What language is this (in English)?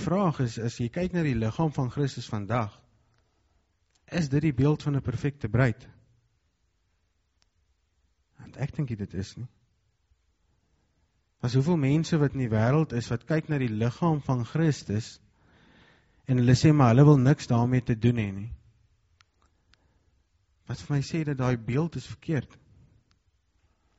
Afrikaans